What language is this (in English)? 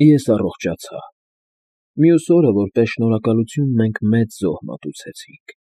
Armenian